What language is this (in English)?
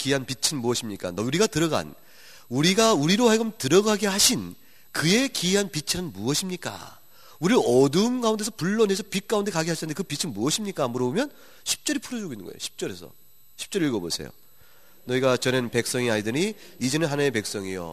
Korean